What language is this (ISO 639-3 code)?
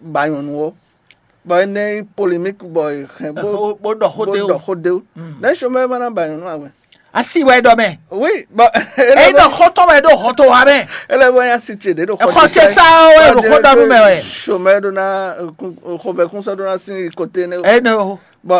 fon